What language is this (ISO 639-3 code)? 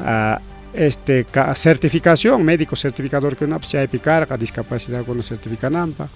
quy